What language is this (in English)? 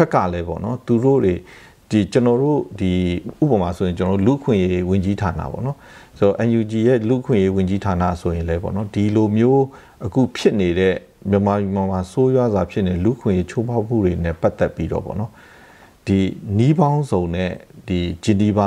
Burmese